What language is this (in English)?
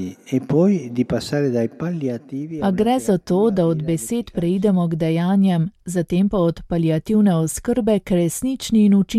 Slovenian